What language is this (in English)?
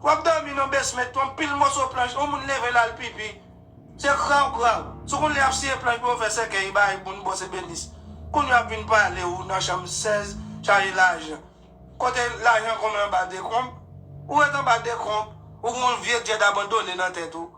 Haitian Creole